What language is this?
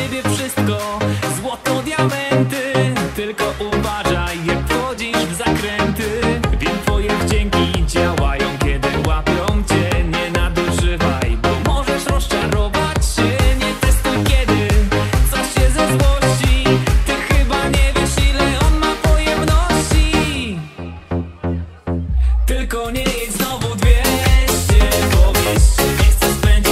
Polish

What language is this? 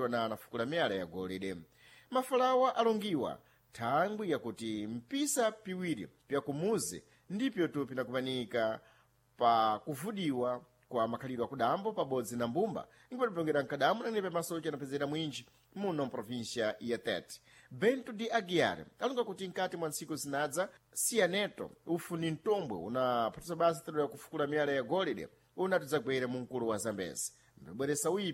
Sena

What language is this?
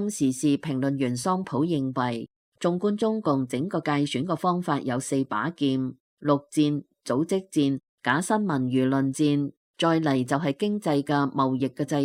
Cantonese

